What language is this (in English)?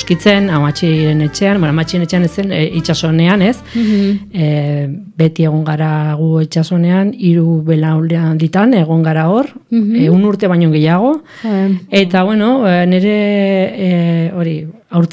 Basque